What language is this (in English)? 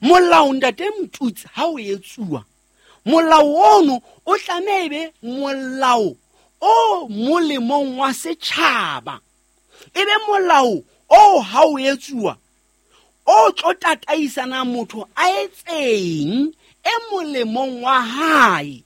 Southern Sotho